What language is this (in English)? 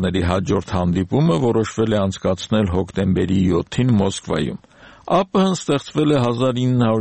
Armenian